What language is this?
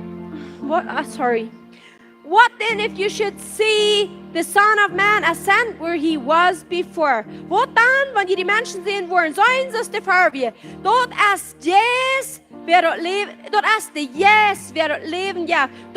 Plautdietsch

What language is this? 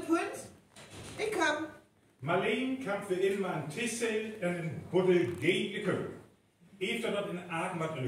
Northern Frisian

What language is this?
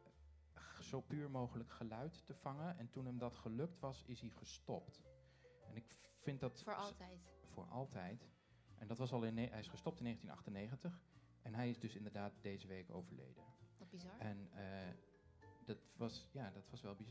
Dutch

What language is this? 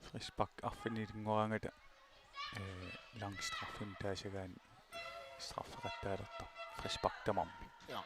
Kalaallisut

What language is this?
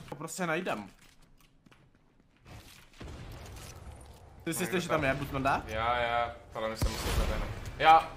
Czech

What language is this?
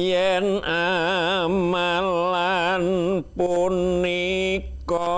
Javanese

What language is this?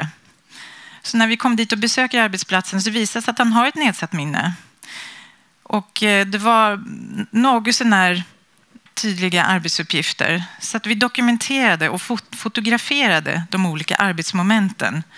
Swedish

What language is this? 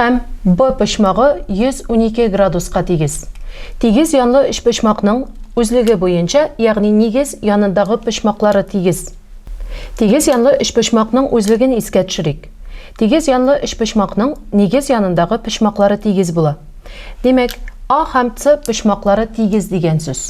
Tatar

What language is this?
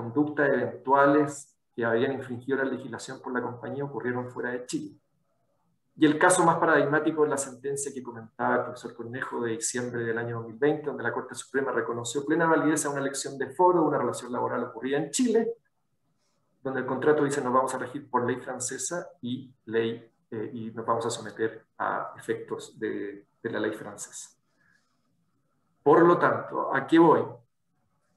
Spanish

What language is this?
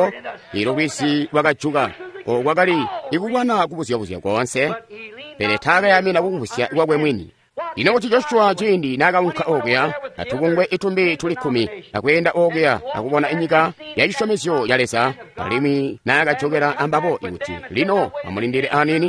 Tonga (Zambia)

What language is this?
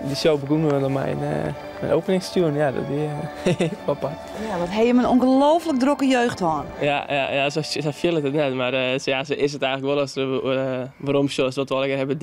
Western Frisian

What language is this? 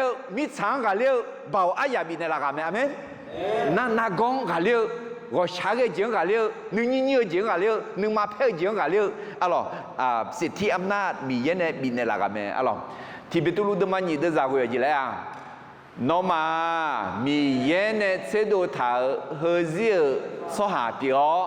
Akha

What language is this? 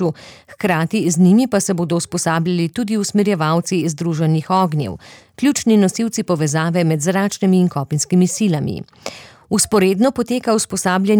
Slovenian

